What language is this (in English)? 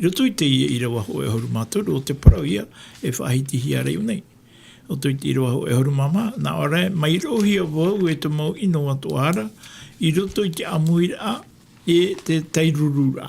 Tahitian